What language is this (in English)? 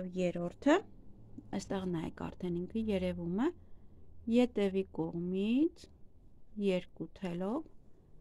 Armenian